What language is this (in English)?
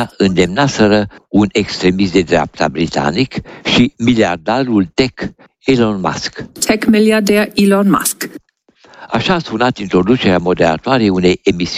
Romanian